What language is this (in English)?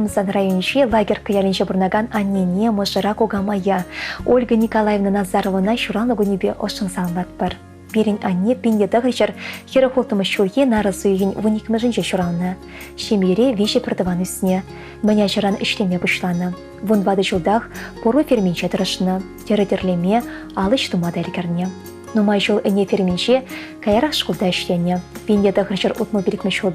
Chuvash